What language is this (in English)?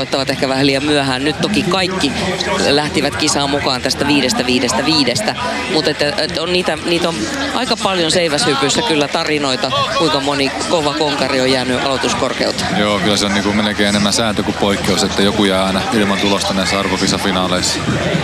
Finnish